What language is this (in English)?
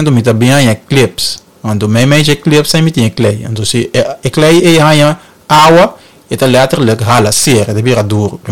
Papiamento